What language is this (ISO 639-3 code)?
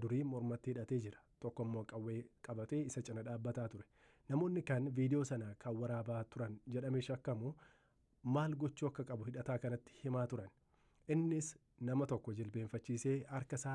orm